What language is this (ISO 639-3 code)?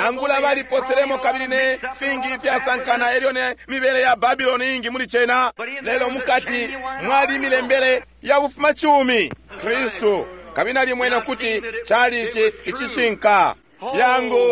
bem